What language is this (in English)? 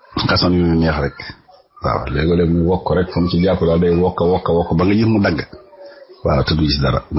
Wolof